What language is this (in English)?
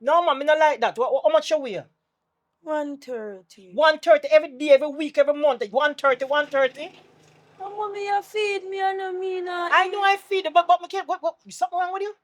Jamaican Creole English